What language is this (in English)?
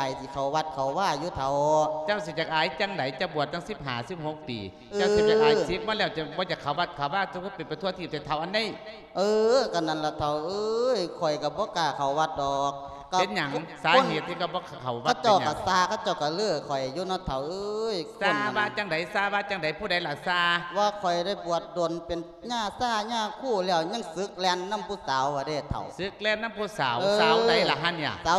Lao